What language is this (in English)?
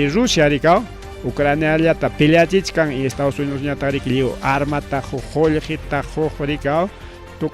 Ayacucho Quechua